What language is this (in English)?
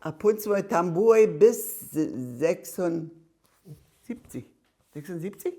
Upper Sorbian